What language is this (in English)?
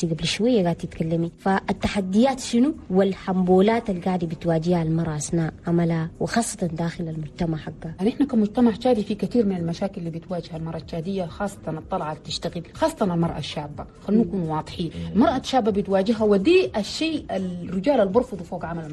Chadian Arabic